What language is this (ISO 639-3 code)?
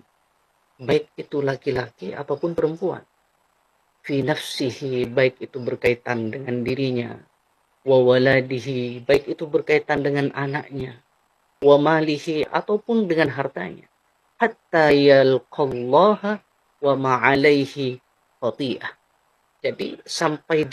ind